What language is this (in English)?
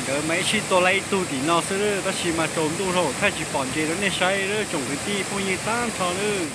Hmong